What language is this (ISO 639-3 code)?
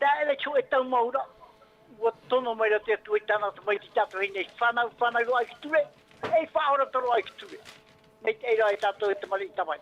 tah